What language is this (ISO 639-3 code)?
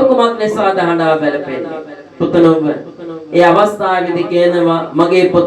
sin